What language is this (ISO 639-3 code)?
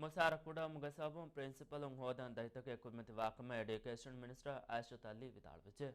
div